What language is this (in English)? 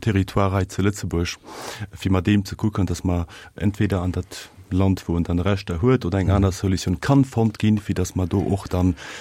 Luxembourgish